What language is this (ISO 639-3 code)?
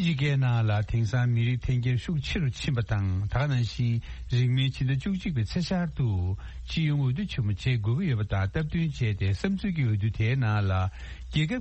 bod